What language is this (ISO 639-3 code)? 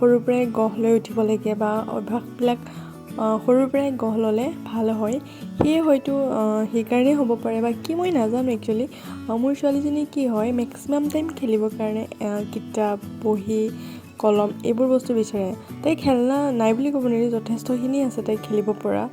asm